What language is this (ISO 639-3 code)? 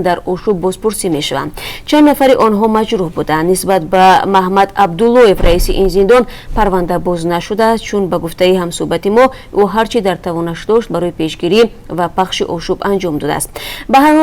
tgk